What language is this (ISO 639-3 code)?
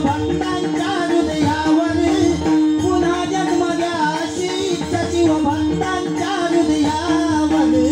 mar